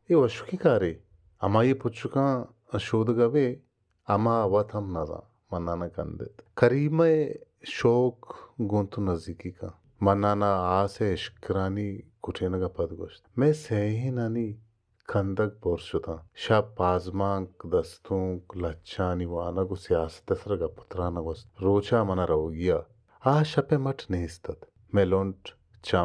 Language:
Baluchi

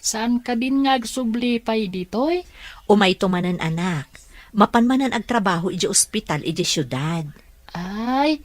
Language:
Iloko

